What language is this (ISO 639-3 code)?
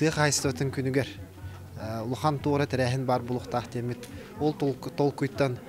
sah